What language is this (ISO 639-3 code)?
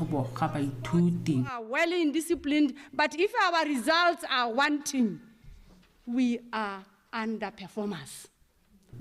tsn